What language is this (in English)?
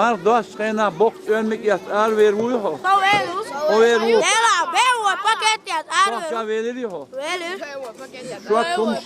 Chechen